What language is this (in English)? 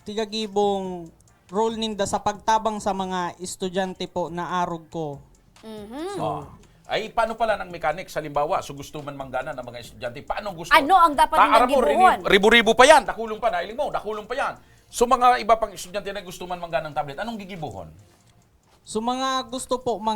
Bikol